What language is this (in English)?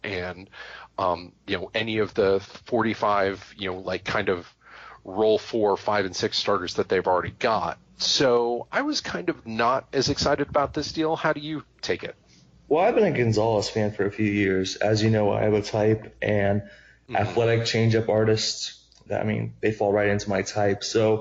English